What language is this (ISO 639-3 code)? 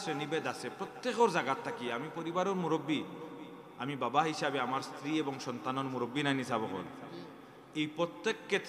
syl